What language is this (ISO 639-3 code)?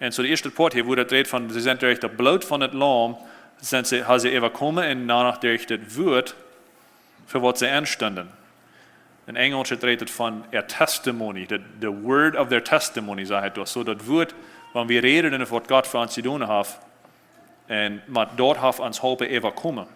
pdt